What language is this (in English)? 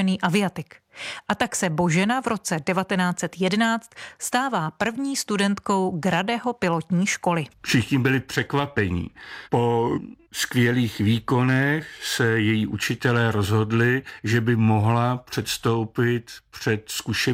Czech